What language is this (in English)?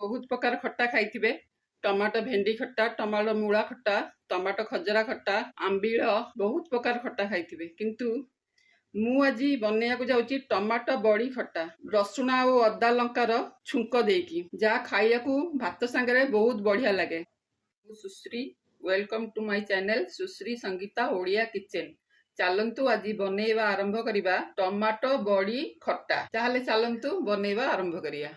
Odia